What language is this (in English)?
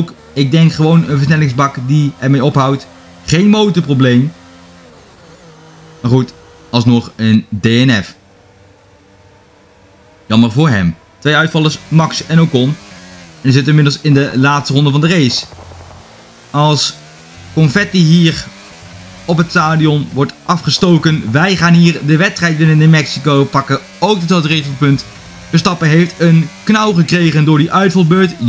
Dutch